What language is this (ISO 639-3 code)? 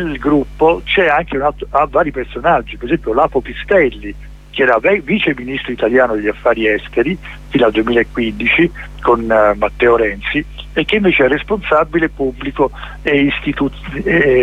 ita